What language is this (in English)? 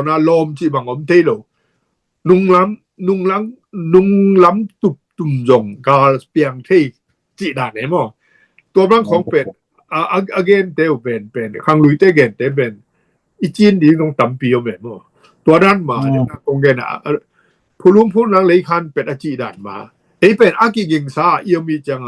Tedim Chin